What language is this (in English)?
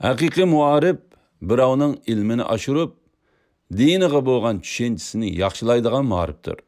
Uyghur